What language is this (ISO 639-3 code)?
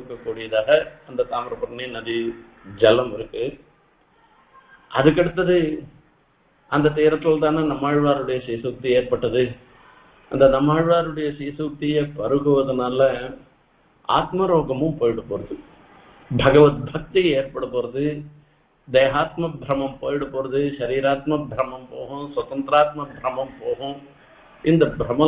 tam